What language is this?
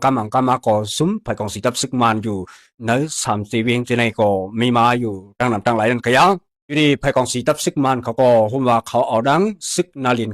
Shan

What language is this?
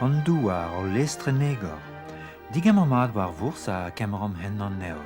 Breton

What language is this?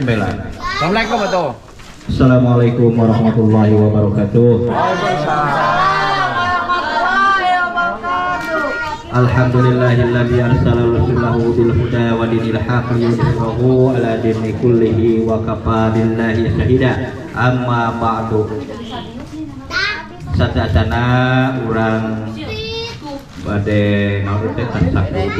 Sundanese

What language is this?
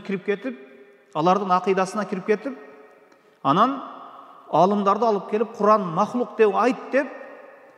Kyrgyz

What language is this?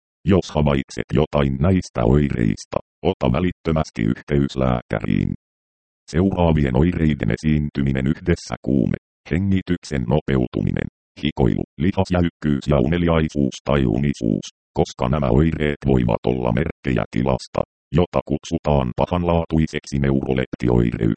Finnish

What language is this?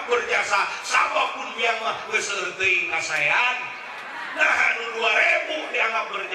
Sundanese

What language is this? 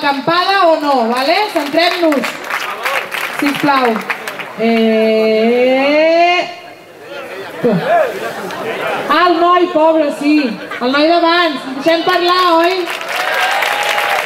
Catalan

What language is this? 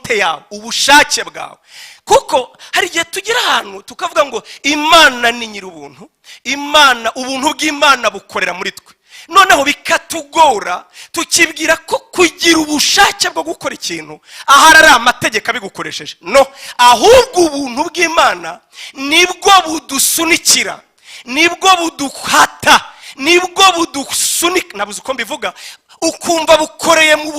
Kinyarwanda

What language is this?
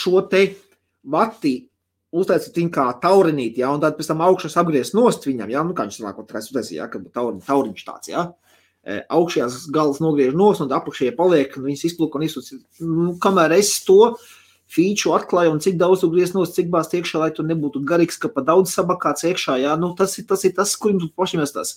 Latvian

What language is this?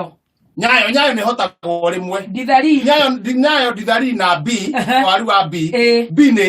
Kikuyu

